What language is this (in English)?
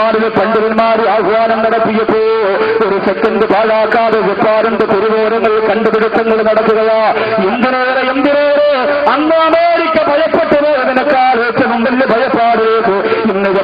Malayalam